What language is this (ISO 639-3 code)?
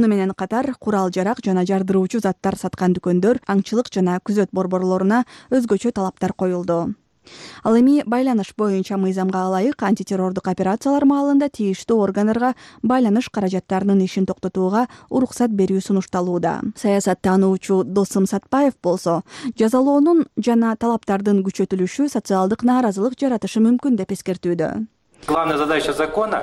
kir